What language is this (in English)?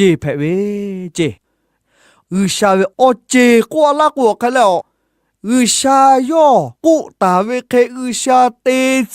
Lahu